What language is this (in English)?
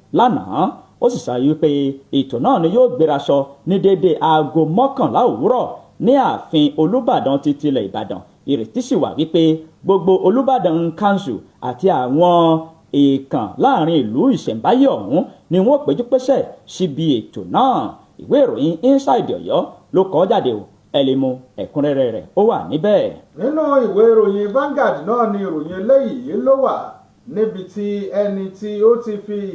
Yoruba